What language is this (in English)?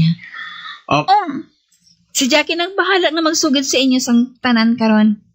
Hiligaynon